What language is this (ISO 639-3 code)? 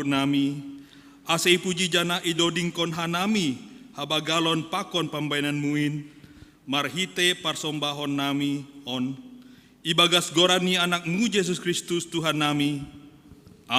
bts